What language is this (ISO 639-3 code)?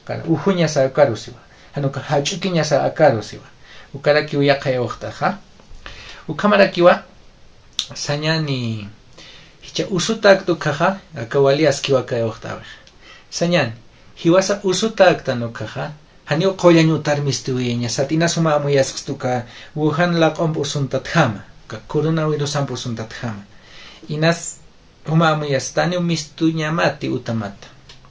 aym